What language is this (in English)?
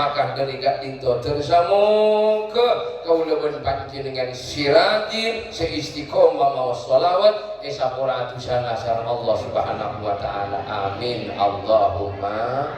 Madurese